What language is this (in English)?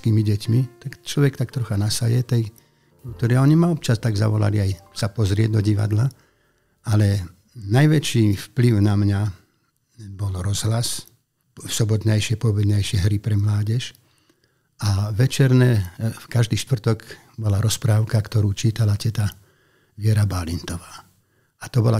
Slovak